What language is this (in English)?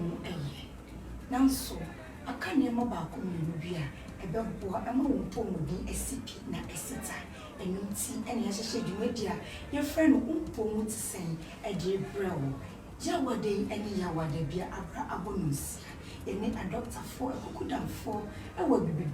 Akan